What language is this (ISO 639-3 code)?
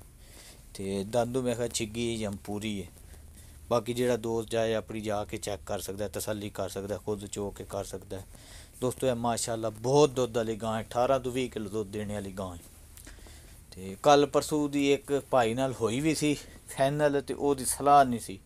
pan